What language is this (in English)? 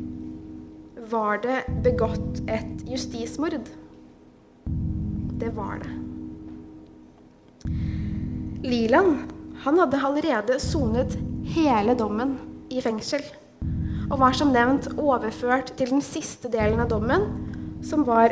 Norwegian